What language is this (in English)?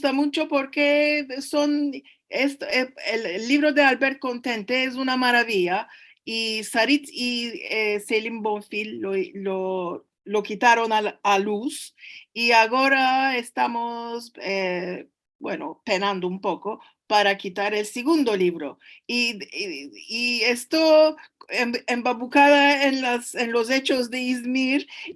Ladino